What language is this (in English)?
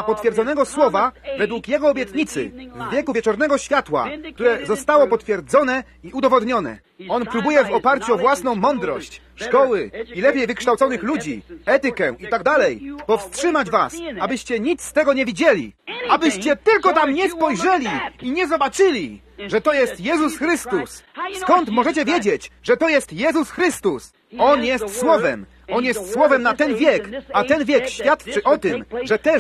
Polish